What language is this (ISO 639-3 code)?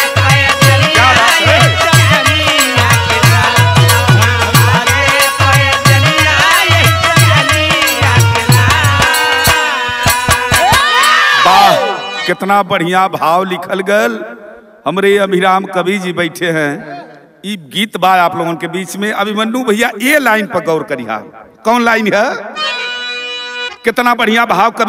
bho